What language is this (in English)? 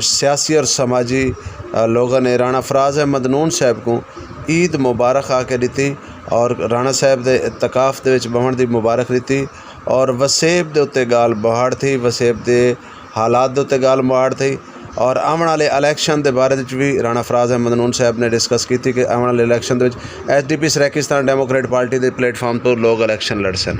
Saraiki